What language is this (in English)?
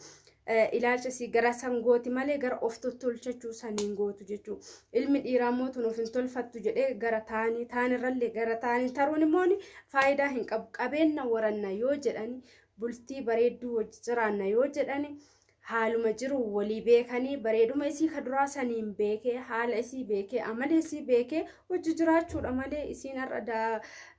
Oromo